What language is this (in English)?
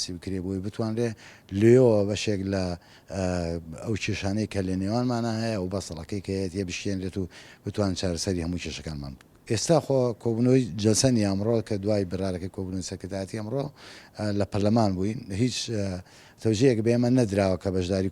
Central Kurdish